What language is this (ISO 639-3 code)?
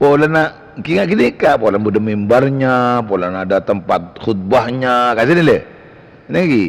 mad